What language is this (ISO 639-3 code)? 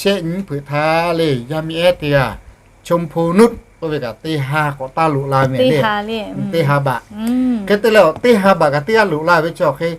lhu